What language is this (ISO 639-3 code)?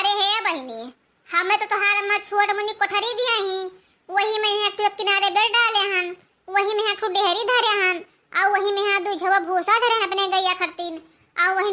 awa